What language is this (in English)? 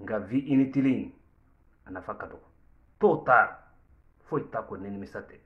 Bambara